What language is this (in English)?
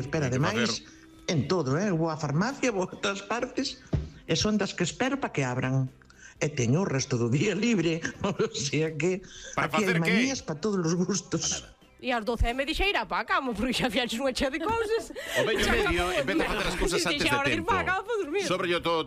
Galician